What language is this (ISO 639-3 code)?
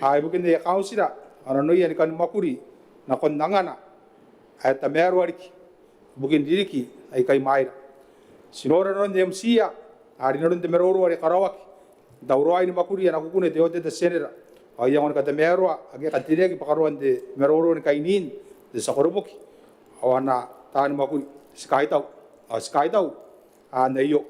gil